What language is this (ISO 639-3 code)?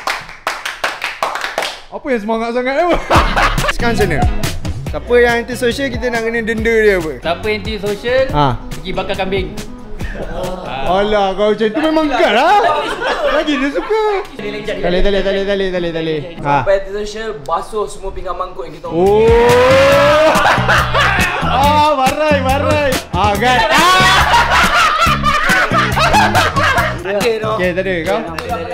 msa